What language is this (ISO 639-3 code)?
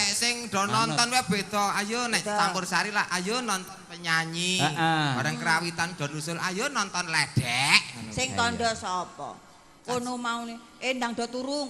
jav